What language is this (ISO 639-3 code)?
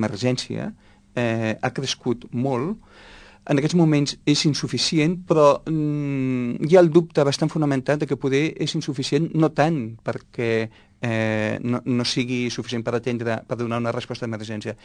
cat